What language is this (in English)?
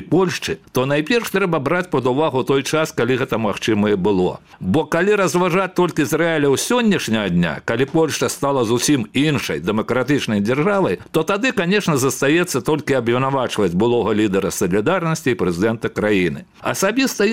Belarusian